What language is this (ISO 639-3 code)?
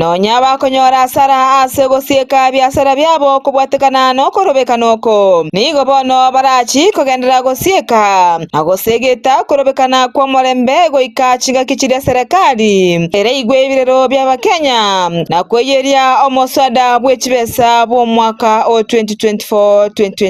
guz